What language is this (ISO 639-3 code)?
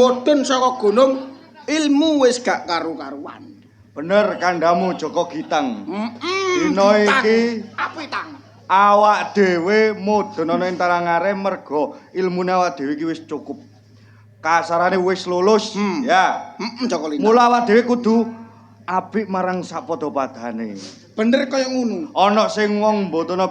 jav